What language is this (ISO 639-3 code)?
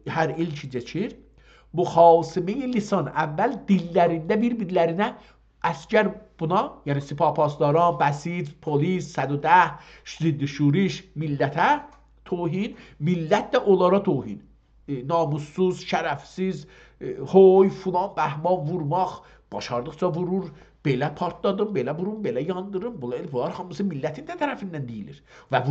azb